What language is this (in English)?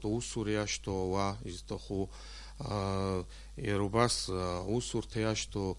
Abkhazian